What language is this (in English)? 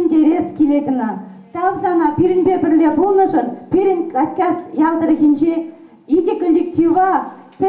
Chuvash